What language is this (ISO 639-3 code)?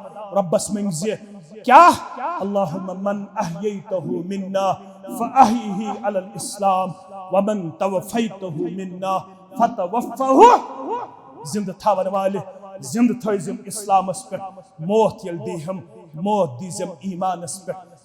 kas